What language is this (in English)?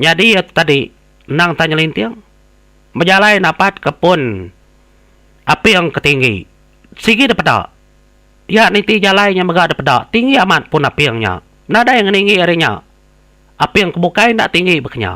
Iban